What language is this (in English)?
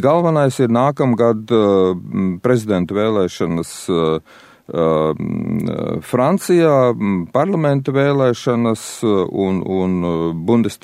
Latvian